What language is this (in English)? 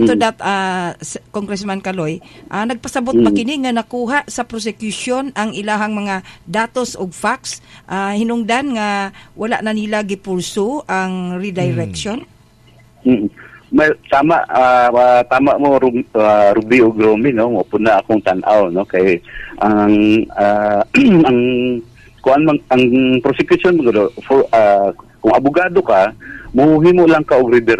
Cebuano